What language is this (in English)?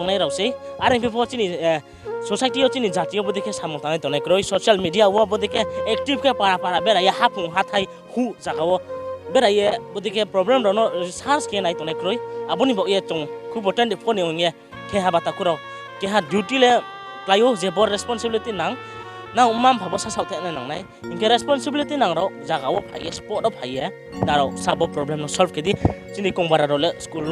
Riang (India)